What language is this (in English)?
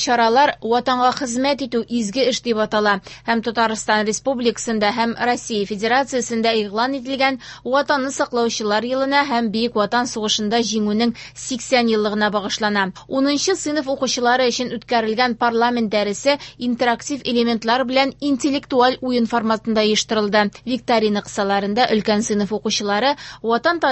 Tatar